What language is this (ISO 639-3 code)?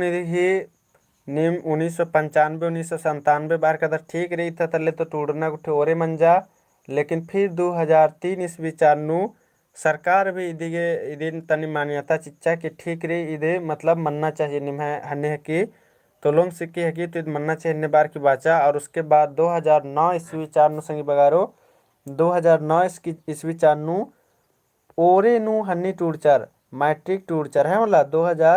kru